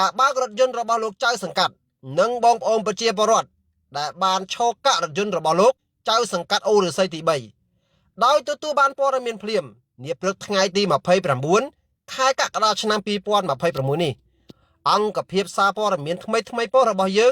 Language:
Khmer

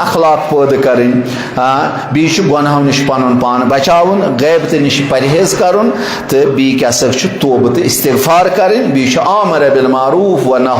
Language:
Kashmiri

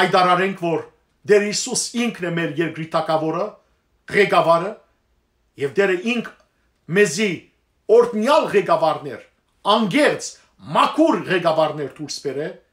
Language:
Western Armenian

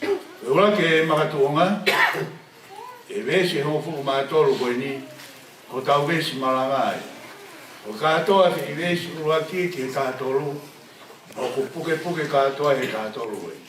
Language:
Tongan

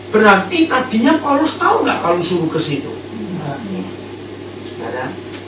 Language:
Indonesian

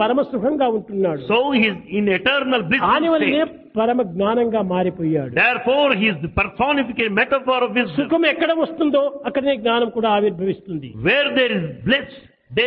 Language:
Telugu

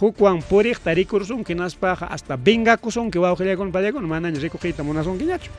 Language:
Ayacucho Quechua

